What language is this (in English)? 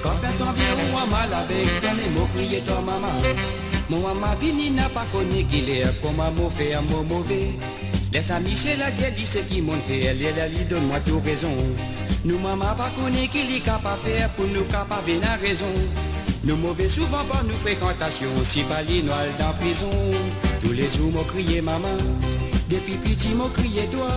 Morisyen